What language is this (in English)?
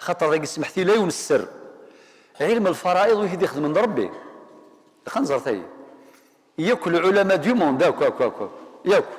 Kabyle